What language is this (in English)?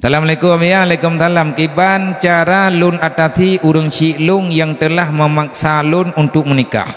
Achinese